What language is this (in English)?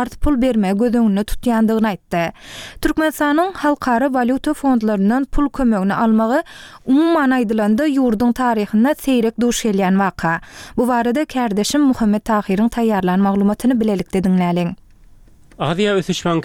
Turkmen